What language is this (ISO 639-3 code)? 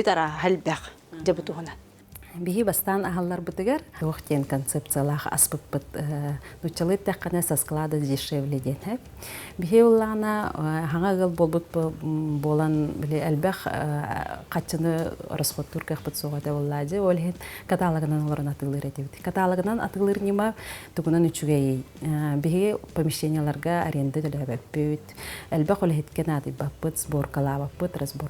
sah